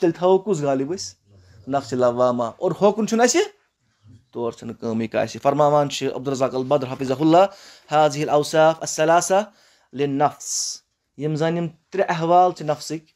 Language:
Kashmiri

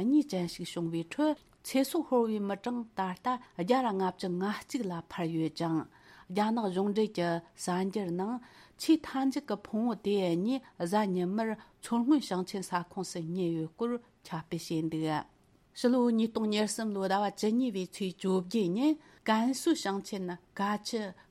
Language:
Tibetan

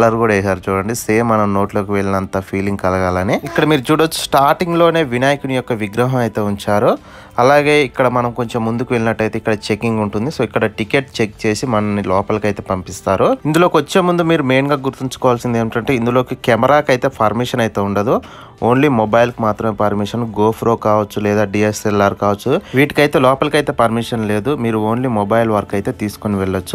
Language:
Telugu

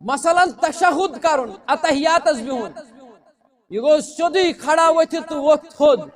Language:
Kashmiri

